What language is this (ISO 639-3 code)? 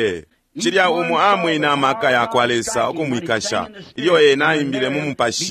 bem